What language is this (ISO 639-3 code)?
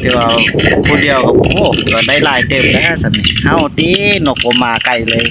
tts